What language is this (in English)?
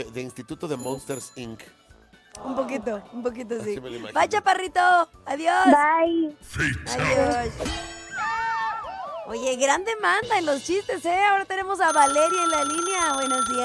Spanish